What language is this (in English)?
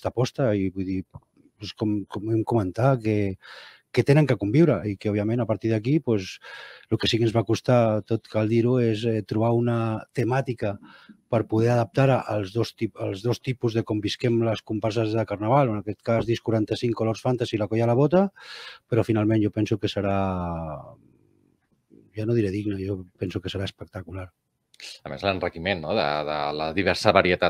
Catalan